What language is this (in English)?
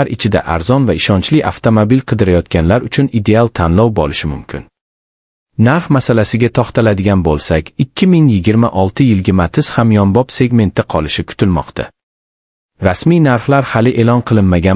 Uzbek